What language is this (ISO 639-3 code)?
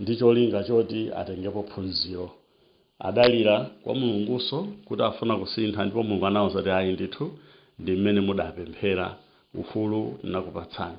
nya